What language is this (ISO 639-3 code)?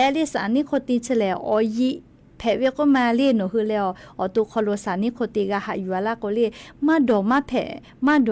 lhu